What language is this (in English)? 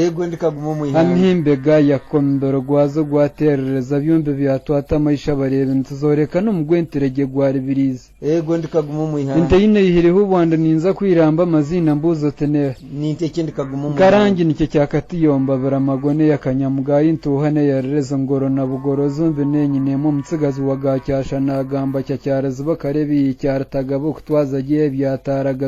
Nyankole